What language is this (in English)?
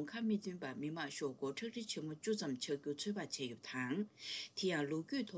Tibetan